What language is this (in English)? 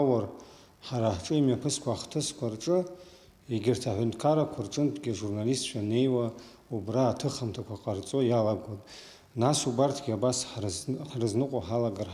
Abkhazian